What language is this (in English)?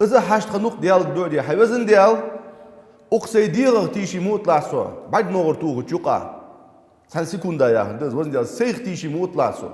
Ingush